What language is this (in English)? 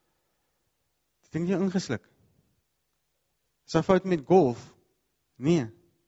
Afrikaans